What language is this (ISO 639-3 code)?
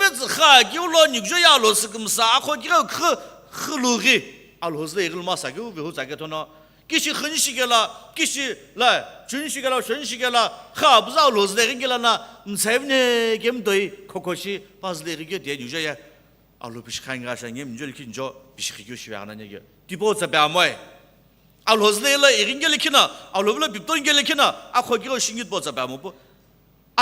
nsm